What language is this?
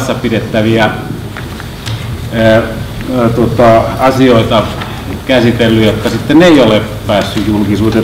Finnish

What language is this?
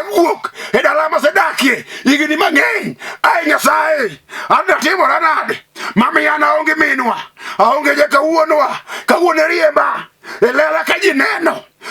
Luo (Kenya and Tanzania)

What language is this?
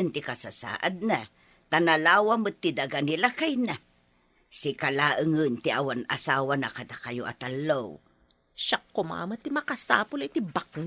Iloko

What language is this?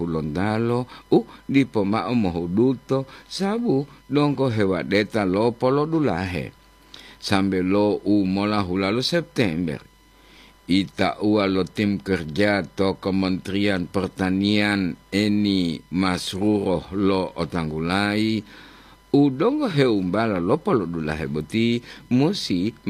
Gorontalo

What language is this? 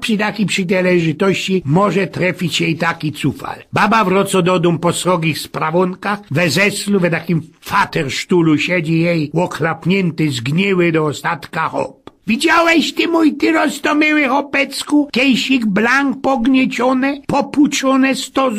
Silesian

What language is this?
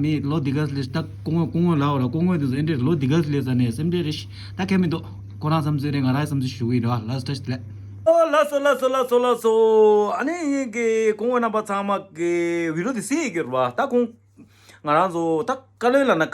Tibetan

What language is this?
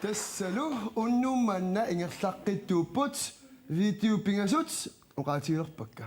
Kalaallisut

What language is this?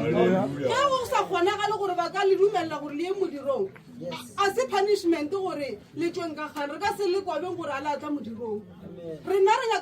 Northern Sotho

